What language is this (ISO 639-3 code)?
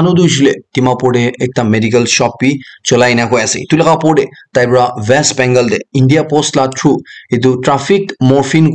nag